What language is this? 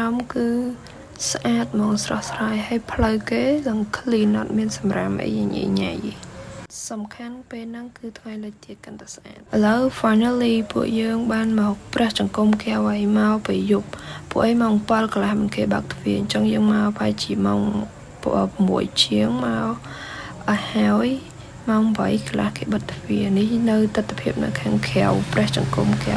Khmer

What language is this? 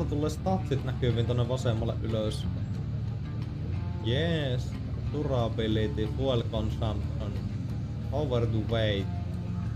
Finnish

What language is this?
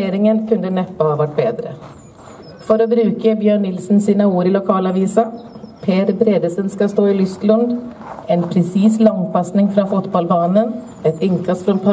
Norwegian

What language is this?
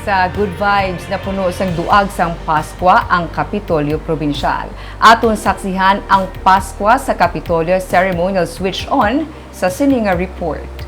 Hiligaynon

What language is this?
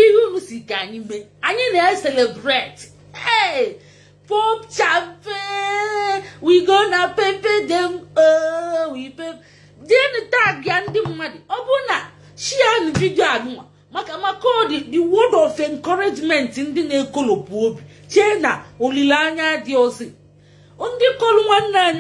Igbo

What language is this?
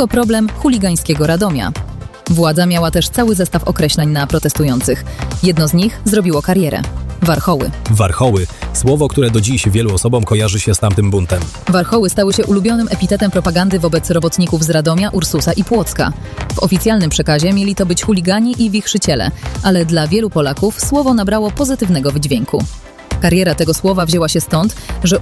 Polish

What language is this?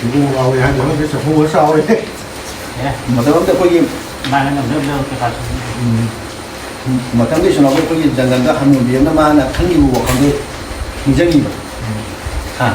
Manipuri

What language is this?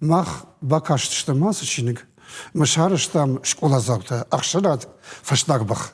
Ossetic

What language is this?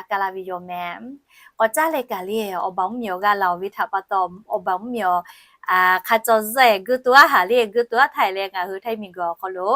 Lahu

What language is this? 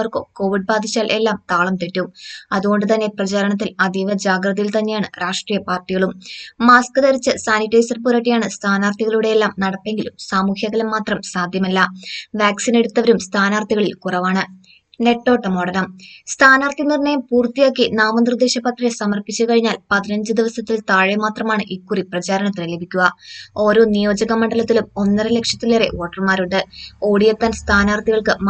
Malayalam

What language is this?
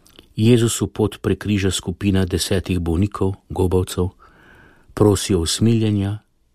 Slovenian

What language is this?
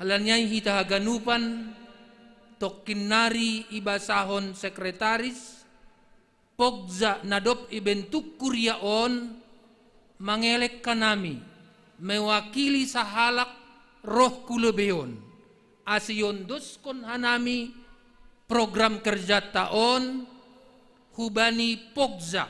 Batak Simalungun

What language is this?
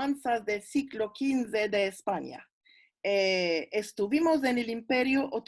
Ladino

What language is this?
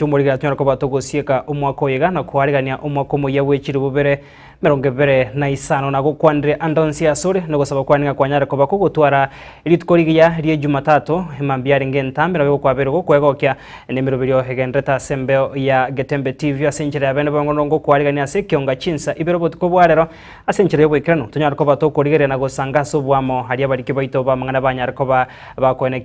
Gusii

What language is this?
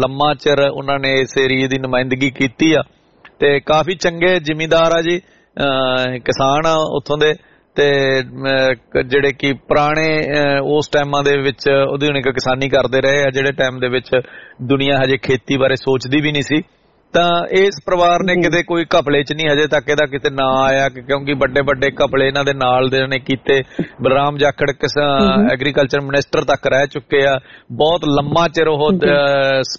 Punjabi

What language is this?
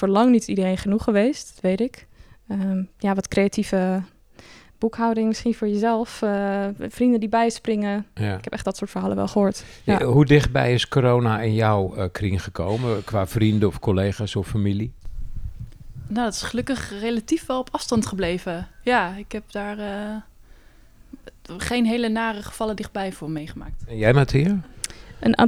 Dutch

